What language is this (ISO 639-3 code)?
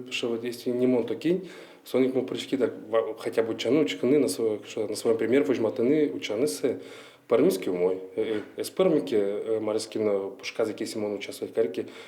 udm